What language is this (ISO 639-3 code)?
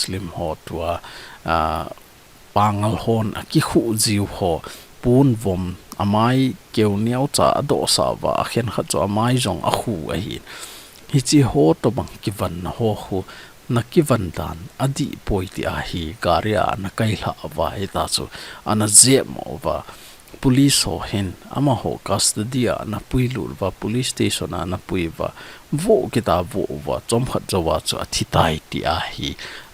tcz